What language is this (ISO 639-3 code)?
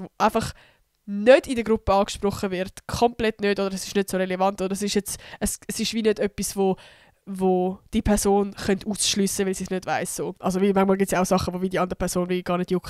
gsw